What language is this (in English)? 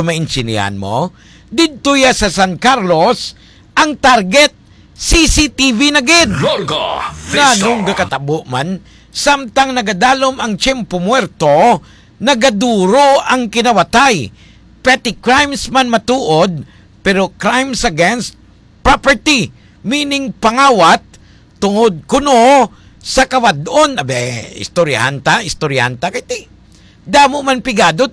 Hiligaynon